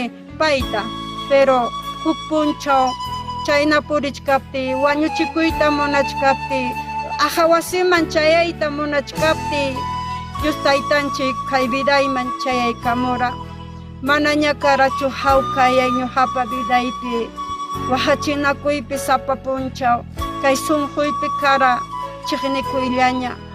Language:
Ayacucho Quechua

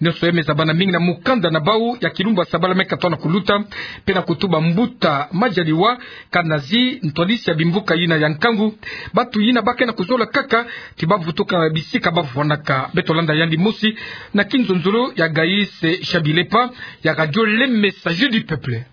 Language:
Kituba (Democratic Republic of Congo)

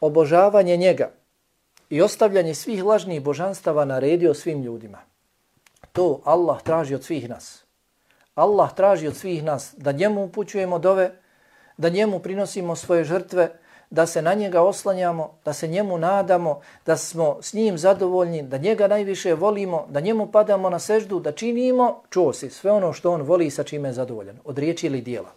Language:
Bosnian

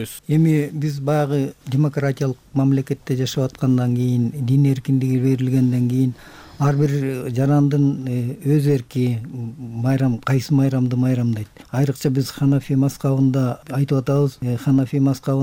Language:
Kyrgyz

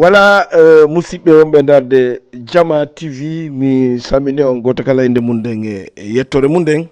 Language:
Fula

